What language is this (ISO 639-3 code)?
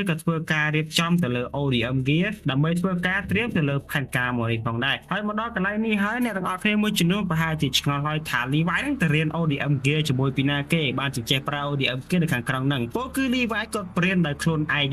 khm